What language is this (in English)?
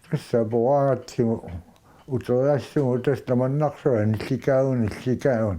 Kalaallisut